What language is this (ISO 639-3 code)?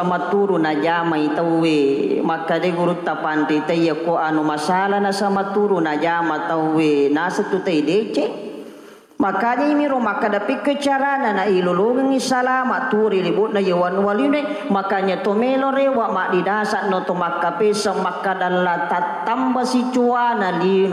bug